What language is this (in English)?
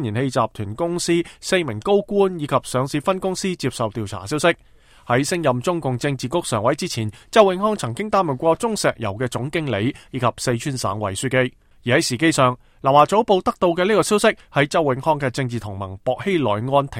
Cantonese